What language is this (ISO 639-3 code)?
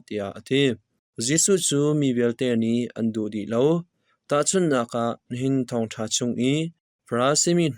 cnh